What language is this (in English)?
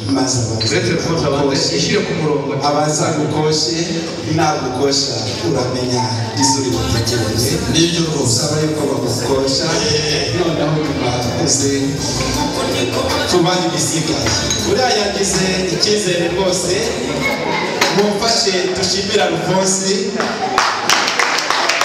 Kinyarwanda